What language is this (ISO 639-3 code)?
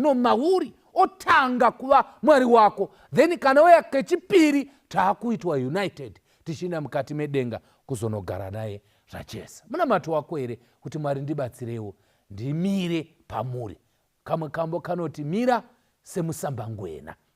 sna